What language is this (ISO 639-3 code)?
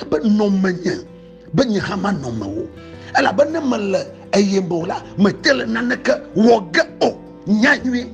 ewe